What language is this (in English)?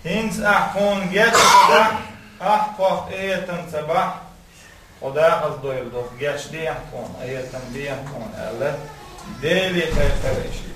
Chechen